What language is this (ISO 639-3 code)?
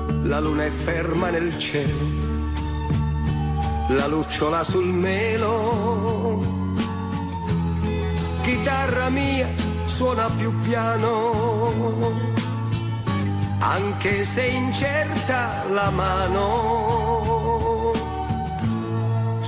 ita